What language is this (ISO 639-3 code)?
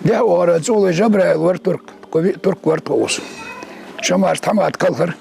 inh